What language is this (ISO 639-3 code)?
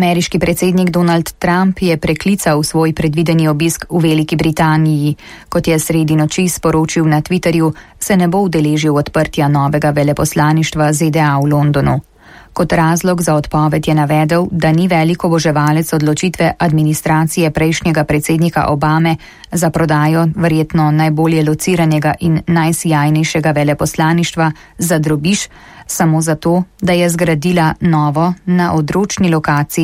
slv